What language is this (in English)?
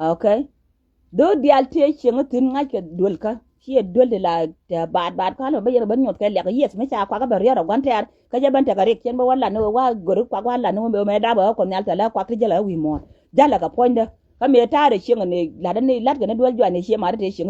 Nuer